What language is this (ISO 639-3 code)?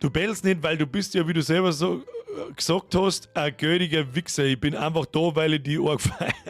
bar